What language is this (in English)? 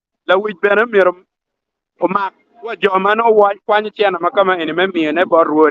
Acoli